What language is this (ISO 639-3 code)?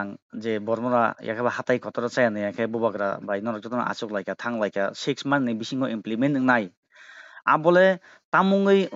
trp